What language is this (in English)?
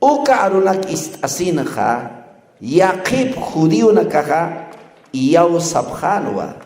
Aymara